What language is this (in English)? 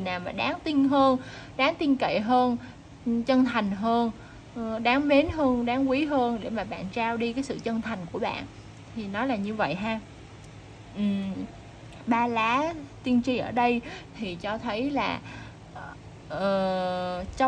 Vietnamese